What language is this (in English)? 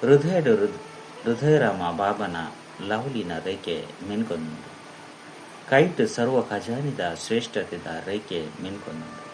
Tulu